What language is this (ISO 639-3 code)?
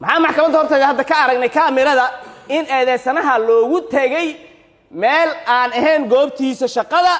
som